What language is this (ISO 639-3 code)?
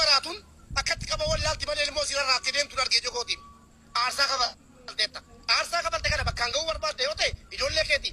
orm